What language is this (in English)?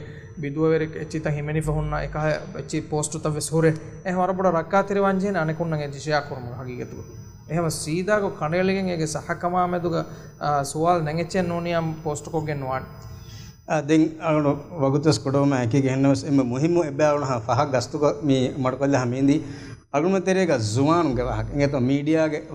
Divehi